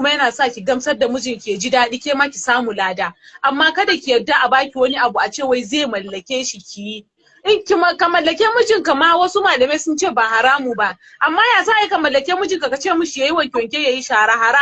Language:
Hausa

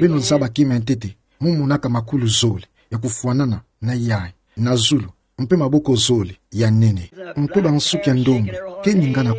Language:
Kituba (Democratic Republic of Congo)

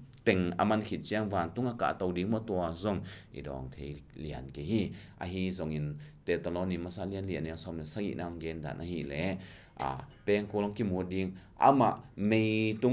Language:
Tedim Chin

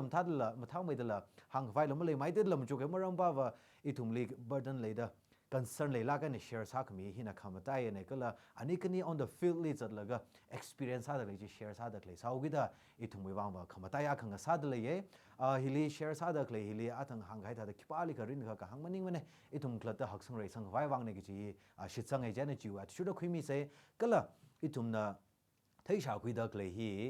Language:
Tangkhul Naga (India)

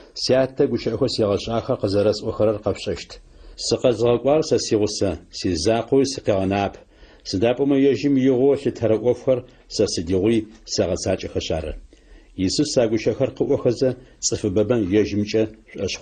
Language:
Adyghe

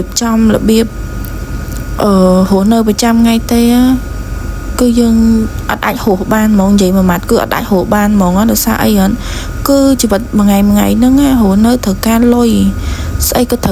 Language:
Khmer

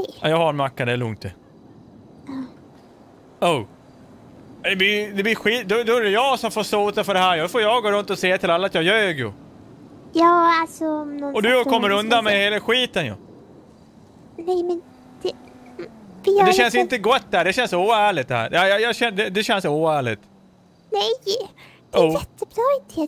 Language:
Swedish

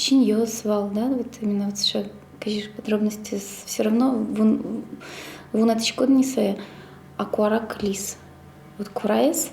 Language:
Udmurt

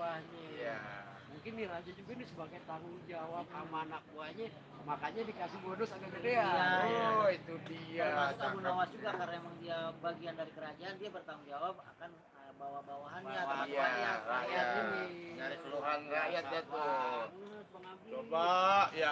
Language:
Betawi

